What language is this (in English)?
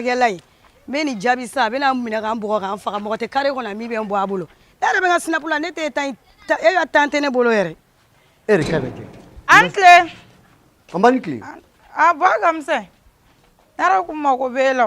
Bambara